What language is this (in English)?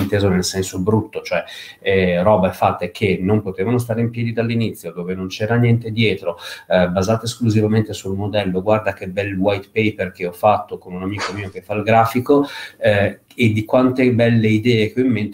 Italian